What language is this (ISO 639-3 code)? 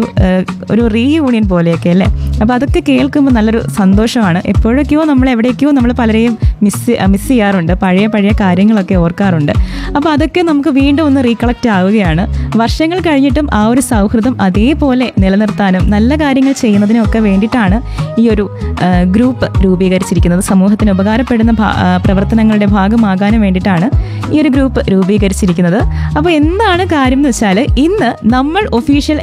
mal